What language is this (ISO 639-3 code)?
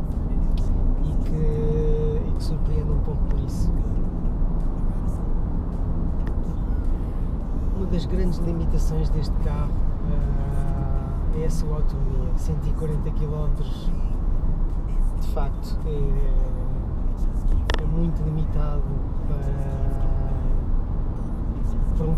por